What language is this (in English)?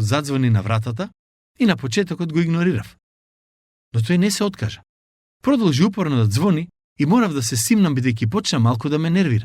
Macedonian